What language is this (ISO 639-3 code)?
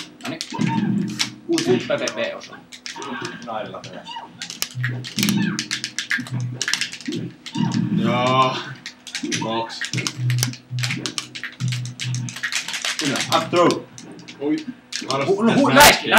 fin